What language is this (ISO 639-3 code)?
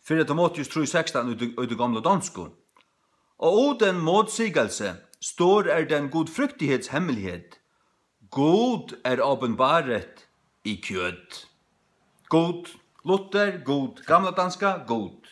fao